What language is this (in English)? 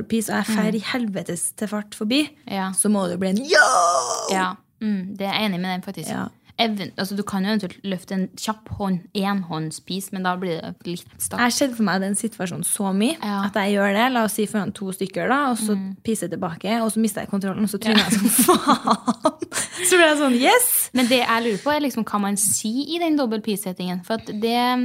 Norwegian